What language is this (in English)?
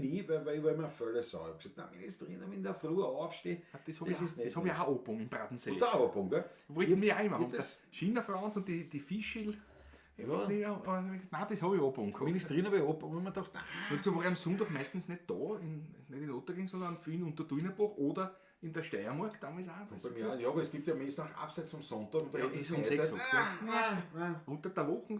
Bavarian